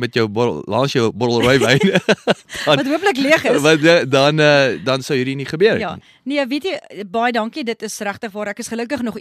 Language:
Afrikaans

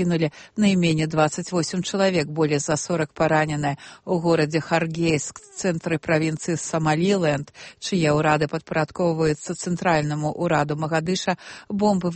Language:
Belarusian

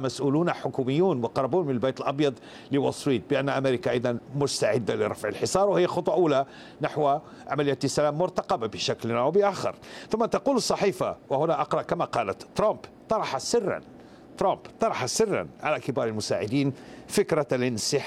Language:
Arabic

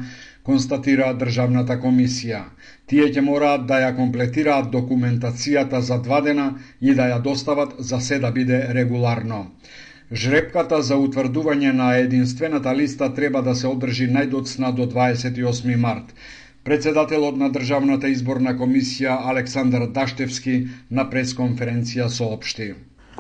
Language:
Macedonian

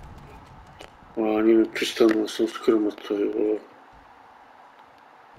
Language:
Czech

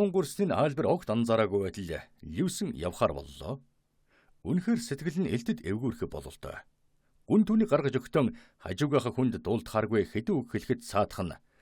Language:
Mongolian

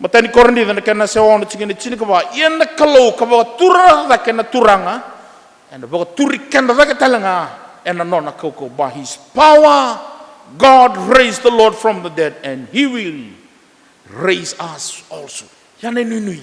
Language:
Fijian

